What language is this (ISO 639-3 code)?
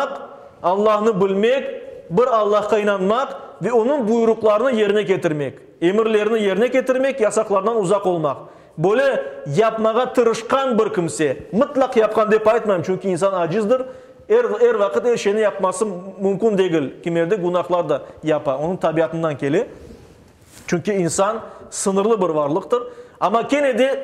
crh